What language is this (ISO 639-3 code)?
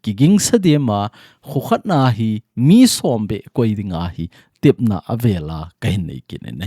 tcz